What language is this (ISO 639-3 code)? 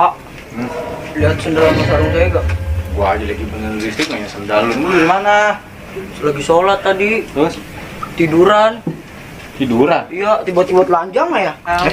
bew